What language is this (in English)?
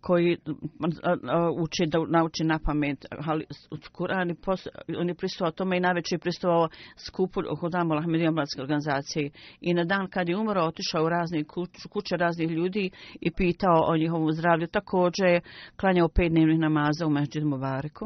Bosnian